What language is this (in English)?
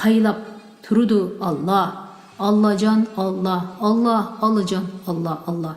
Uyghur